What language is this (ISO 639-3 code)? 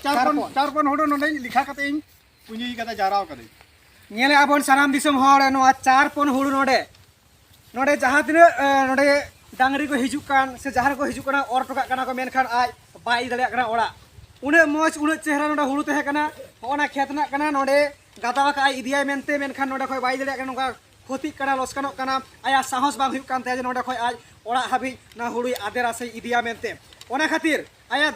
sat